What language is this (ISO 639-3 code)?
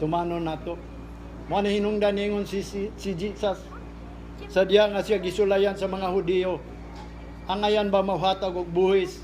ceb